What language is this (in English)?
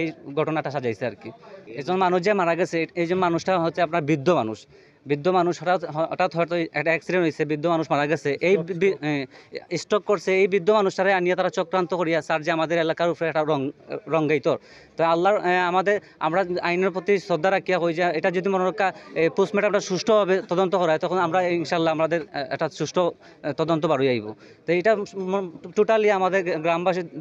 Sylheti